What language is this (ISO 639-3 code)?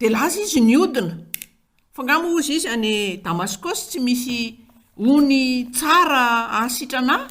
mlg